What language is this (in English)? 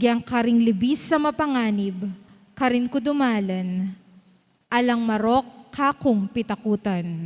Pampanga